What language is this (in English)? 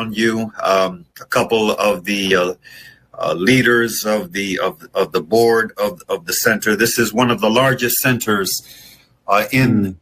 English